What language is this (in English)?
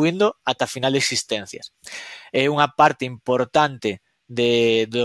Galician